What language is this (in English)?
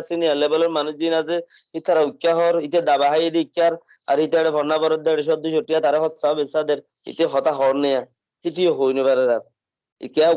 Rohingya